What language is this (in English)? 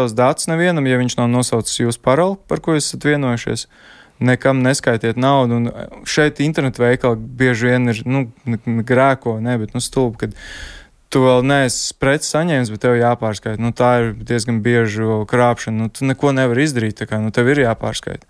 Latvian